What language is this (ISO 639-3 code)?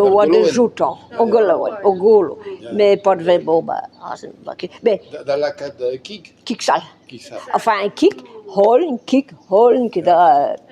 bre